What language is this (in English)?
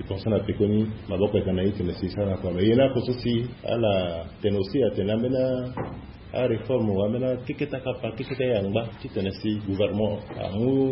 Sango